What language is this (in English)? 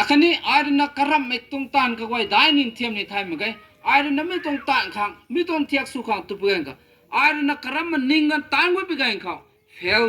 Rongmei Naga